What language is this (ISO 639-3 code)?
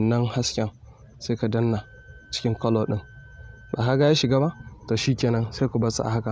hau